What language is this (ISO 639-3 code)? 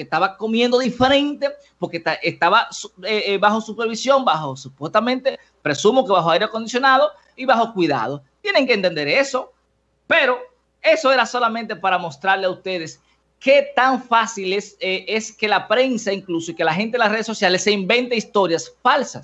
spa